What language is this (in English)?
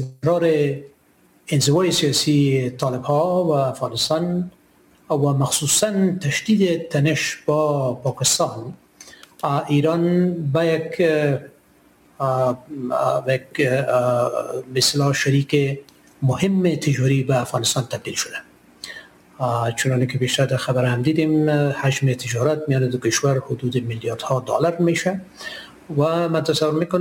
Persian